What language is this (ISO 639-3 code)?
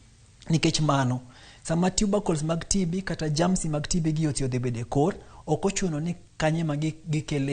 luo